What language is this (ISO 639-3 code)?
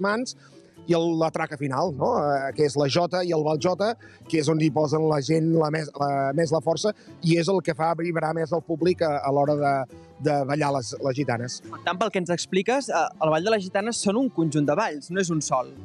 cat